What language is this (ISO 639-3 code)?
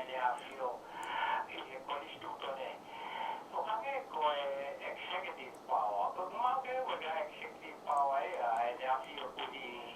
ton